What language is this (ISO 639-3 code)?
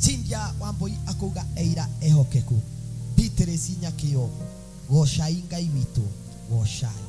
kik